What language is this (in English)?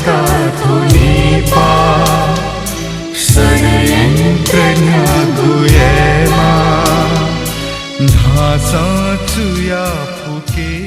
Newari